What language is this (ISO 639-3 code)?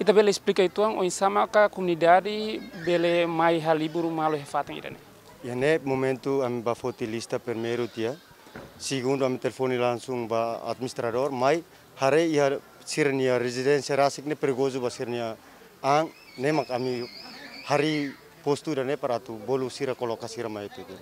tet